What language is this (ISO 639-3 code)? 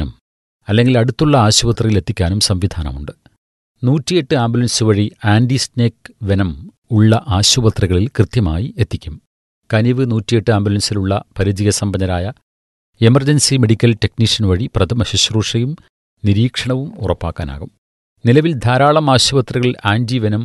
mal